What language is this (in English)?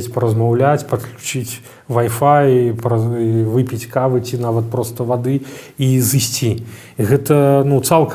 Belarusian